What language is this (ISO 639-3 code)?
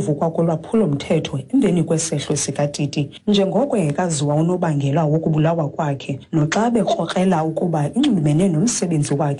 xho